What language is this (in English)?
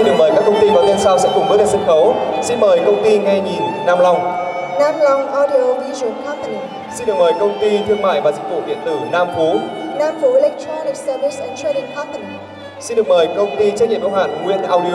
Vietnamese